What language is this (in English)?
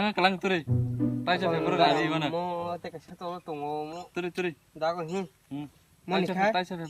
Kok Borok